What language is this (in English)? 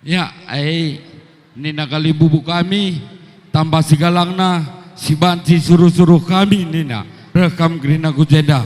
Batak Karo